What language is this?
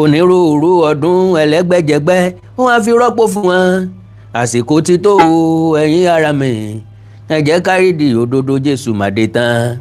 Yoruba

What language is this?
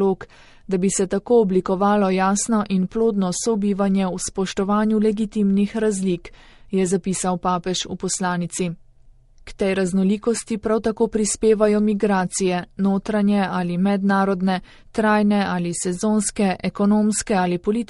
Slovenian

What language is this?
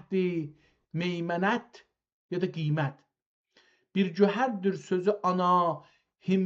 South Azerbaijani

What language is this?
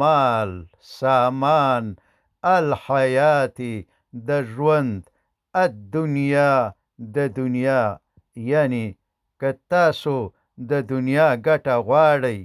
Pashto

